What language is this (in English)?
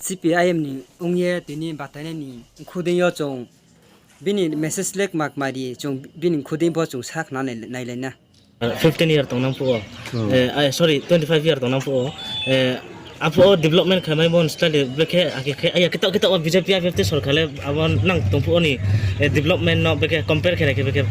Riang (India)